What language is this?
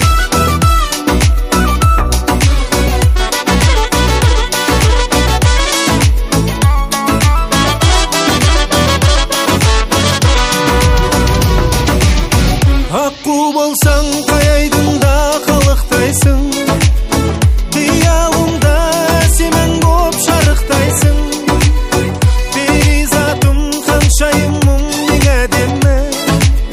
Kazakh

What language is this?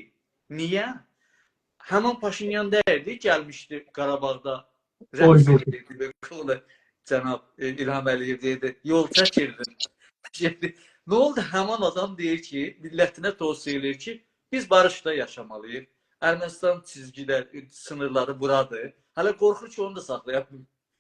South Azerbaijani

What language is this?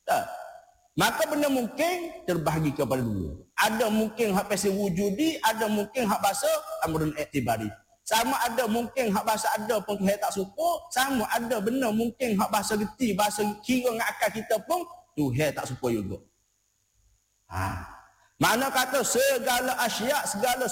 Malay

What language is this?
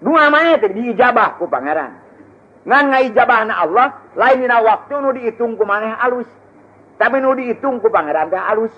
Sundanese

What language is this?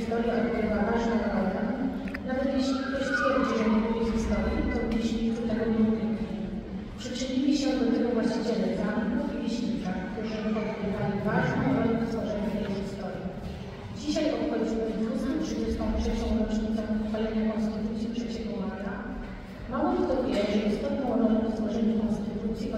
Polish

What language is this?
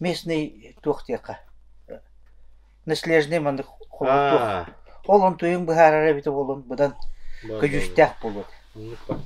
Yakut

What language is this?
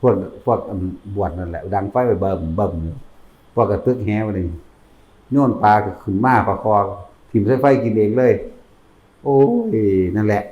Northeastern Thai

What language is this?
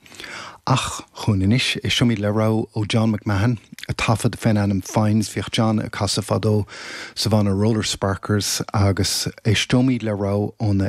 Irish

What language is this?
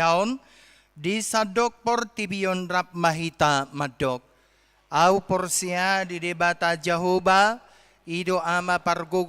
Batak Toba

